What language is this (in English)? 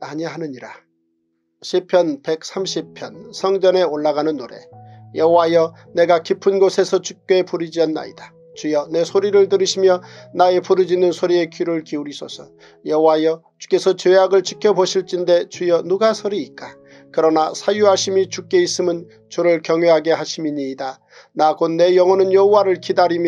Korean